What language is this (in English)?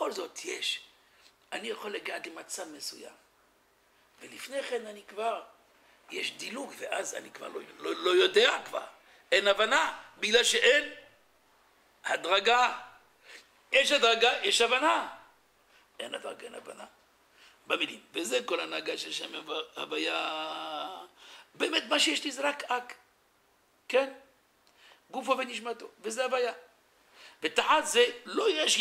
Hebrew